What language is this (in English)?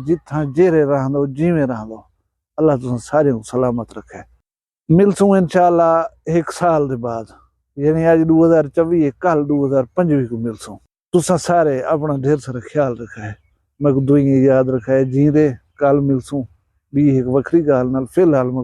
Saraiki